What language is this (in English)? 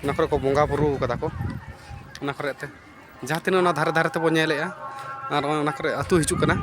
Santali